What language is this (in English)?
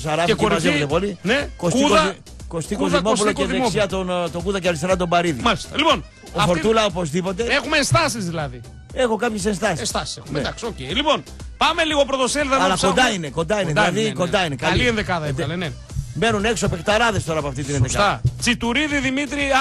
Greek